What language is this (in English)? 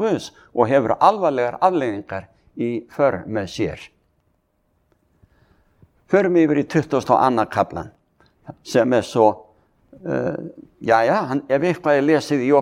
Icelandic